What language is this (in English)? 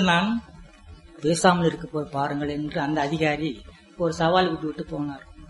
Tamil